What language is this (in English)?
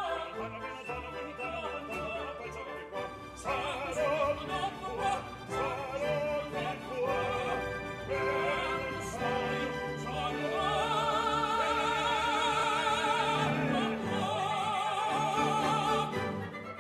Italian